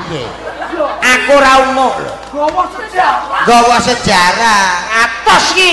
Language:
Javanese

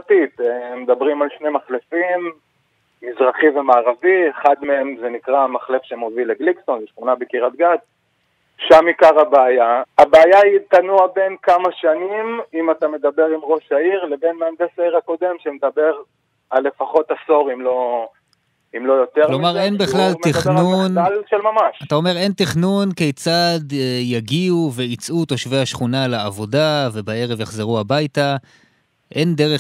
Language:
Hebrew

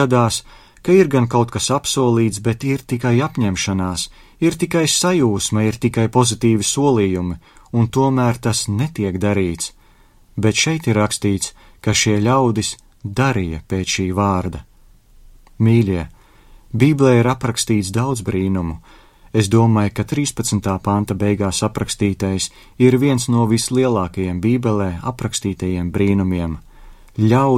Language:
Latvian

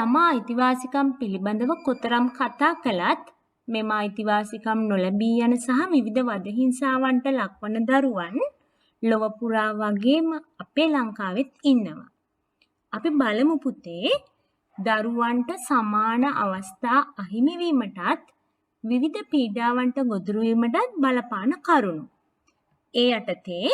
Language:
Sinhala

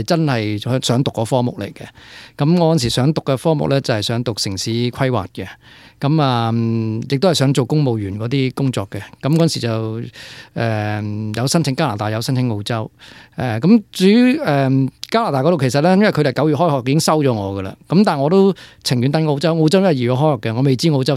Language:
Cantonese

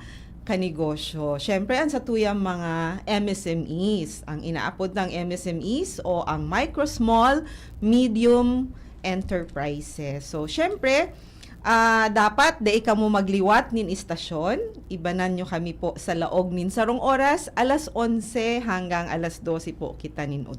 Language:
Bikol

